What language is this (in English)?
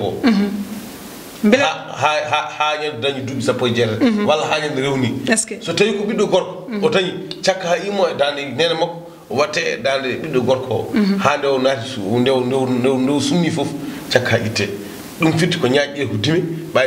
Fula